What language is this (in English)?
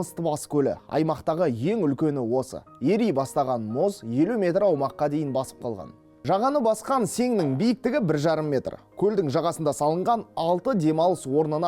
Kazakh